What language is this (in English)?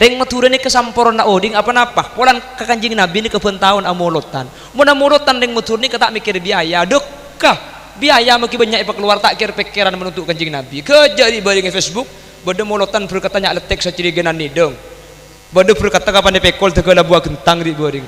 Madurese